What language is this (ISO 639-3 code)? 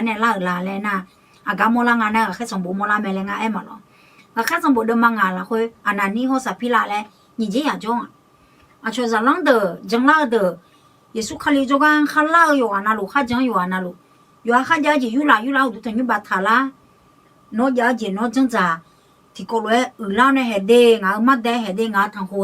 ahk